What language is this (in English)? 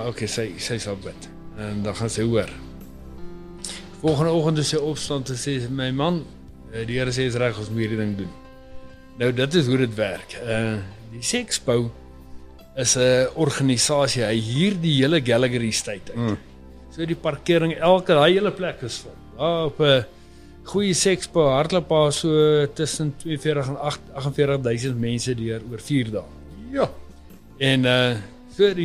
Afrikaans